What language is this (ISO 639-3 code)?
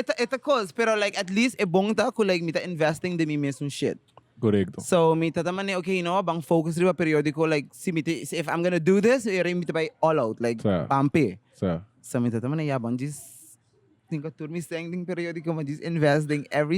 pap